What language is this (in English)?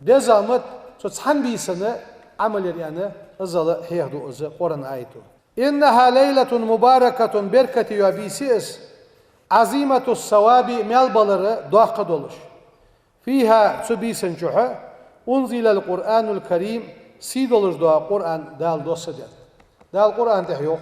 Ingush